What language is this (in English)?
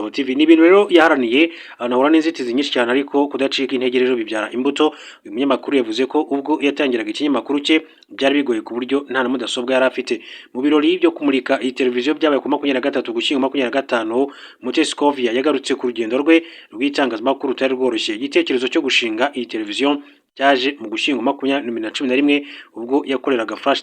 Kinyarwanda